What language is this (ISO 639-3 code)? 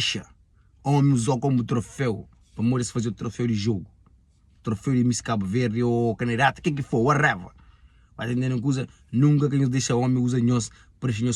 kea